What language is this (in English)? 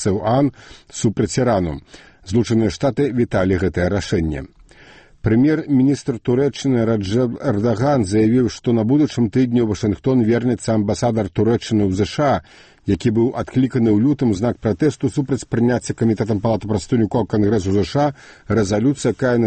Belarusian